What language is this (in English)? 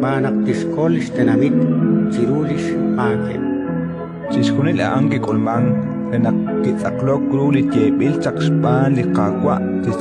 Kekchí